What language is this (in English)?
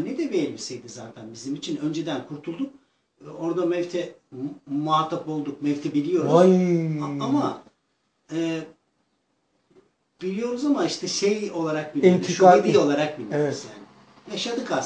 Turkish